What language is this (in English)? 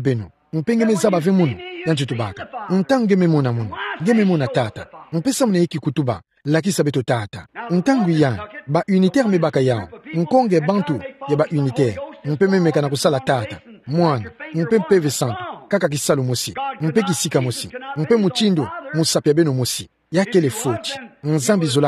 Kituba (Democratic Republic of Congo)